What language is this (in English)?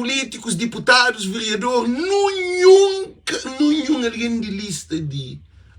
Kabuverdianu